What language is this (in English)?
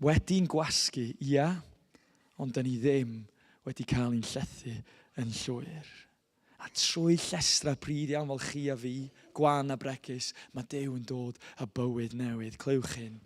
Welsh